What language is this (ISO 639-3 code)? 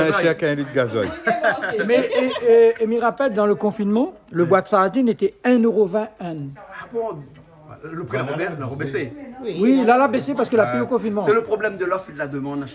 rcf